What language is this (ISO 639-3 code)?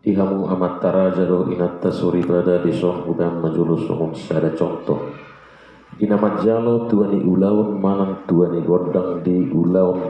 bbc